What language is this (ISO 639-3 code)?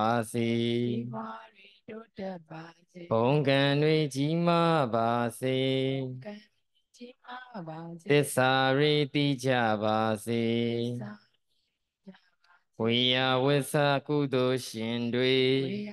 mya